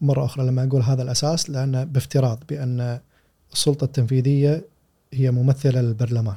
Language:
Gulf Arabic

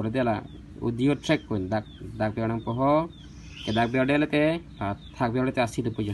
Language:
Karbi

